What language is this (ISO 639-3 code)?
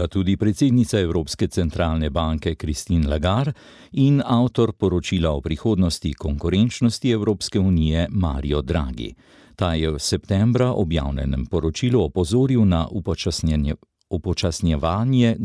slv